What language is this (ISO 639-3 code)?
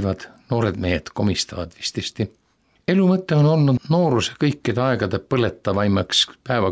est